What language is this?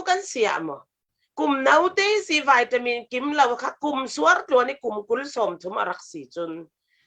Falam Chin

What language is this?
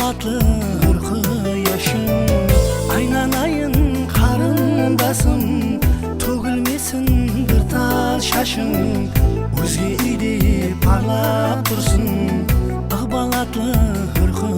Kara-Kalpak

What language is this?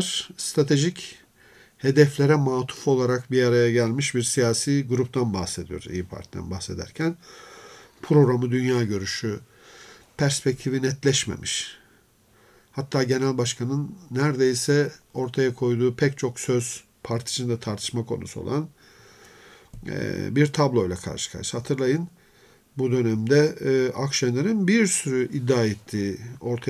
Turkish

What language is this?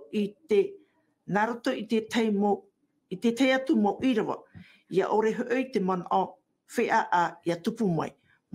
Tahitian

